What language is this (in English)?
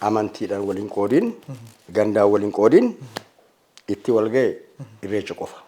Oromo